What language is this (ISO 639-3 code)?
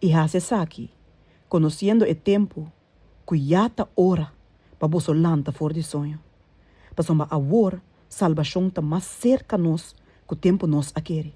pap